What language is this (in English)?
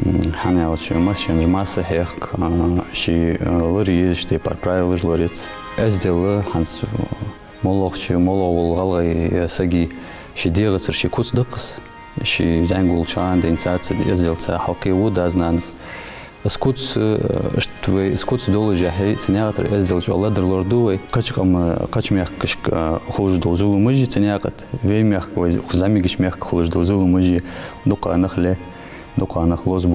Ingush